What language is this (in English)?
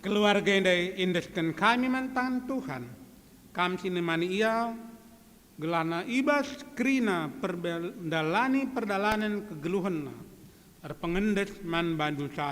Batak Karo